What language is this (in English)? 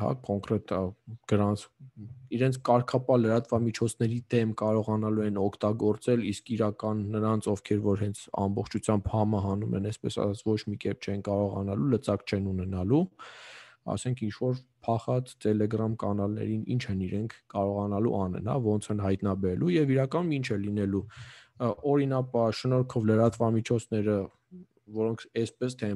Armenian